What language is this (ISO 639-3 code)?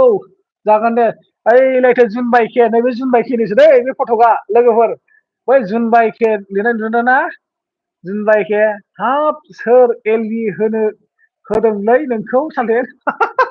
brx